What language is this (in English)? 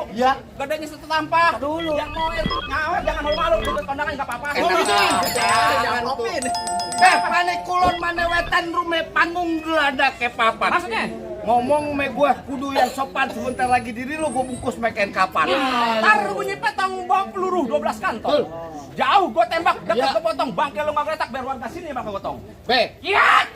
Betawi